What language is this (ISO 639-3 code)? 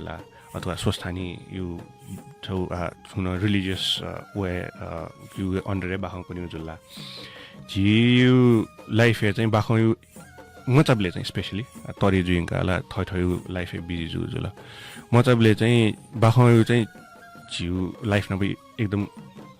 new